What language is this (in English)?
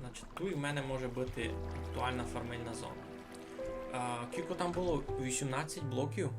Rusyn